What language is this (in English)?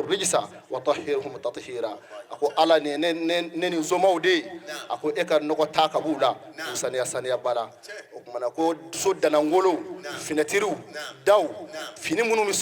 Bambara